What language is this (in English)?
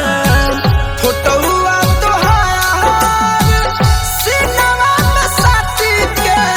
Bhojpuri